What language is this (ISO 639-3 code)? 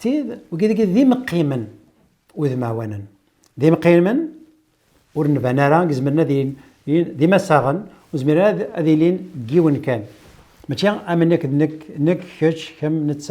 kab